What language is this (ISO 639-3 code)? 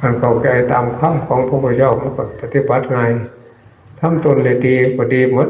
tts